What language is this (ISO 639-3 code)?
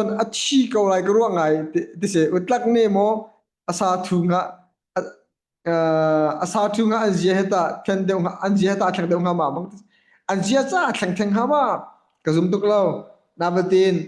cnh